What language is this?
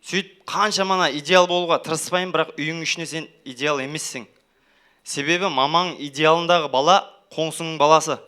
Kara-Kalpak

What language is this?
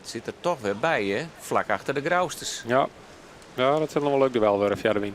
Western Frisian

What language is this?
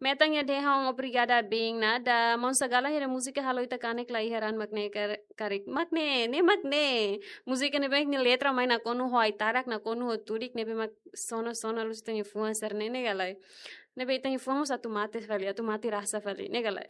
Tetum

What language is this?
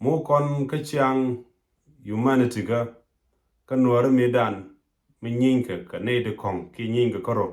Nuer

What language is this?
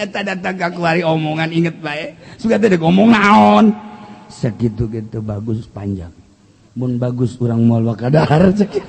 Sundanese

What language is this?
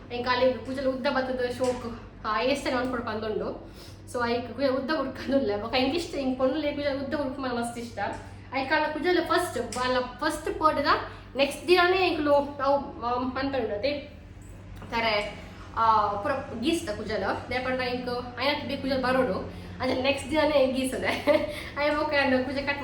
Tulu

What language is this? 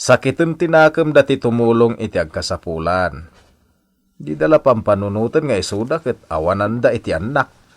Iloko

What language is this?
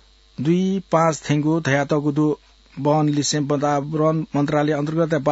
Newari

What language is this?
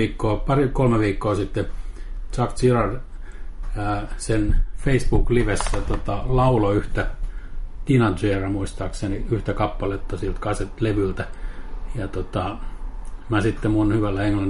Finnish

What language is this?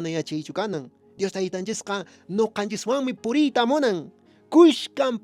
Quechua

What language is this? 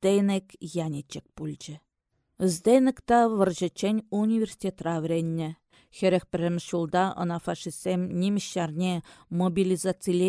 Chuvash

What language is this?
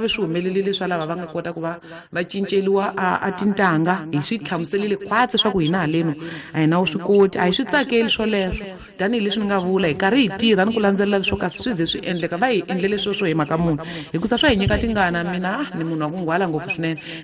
Tsonga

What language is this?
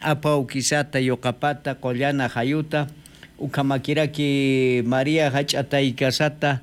Aymara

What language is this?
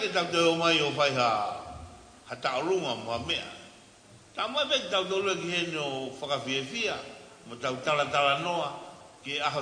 Tongan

